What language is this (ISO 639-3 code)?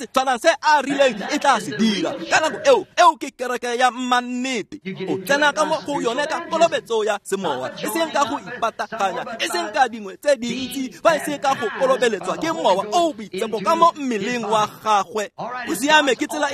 tsn